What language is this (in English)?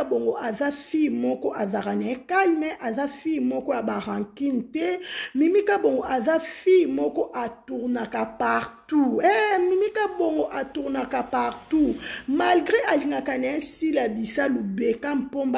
Lingala